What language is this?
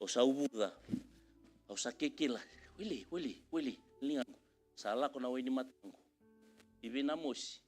Fijian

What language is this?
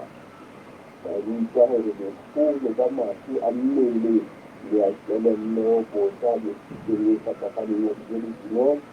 Southern Sotho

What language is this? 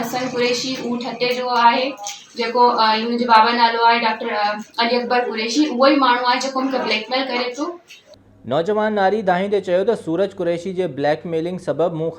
Sindhi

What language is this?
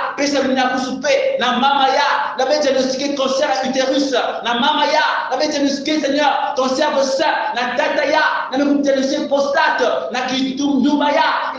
Kongo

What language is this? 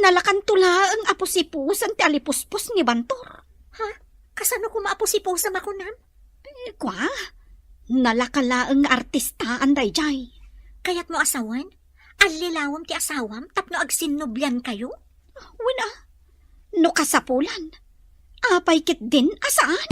Iloko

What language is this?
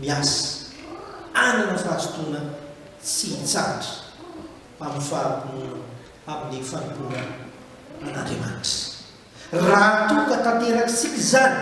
Malagasy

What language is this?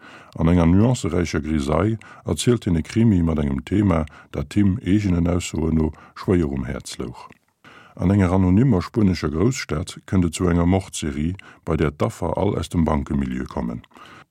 Luxembourgish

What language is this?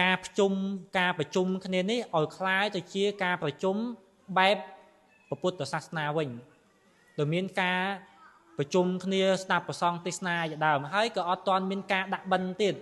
Khmer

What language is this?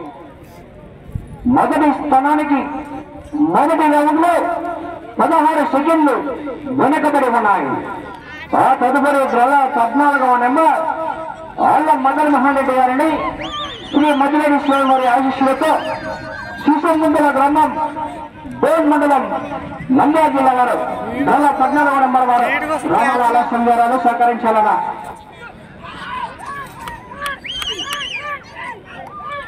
Telugu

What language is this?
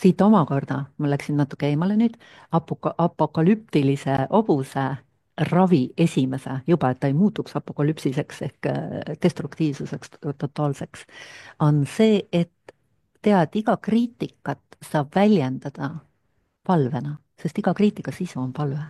Estonian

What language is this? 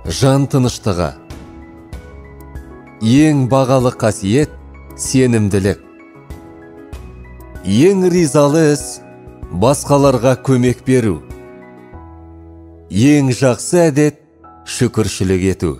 Kazakh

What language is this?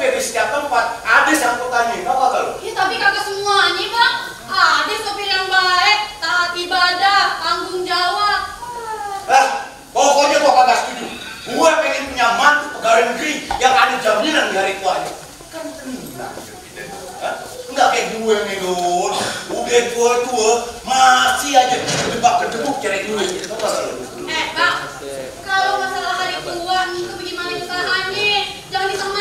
Betawi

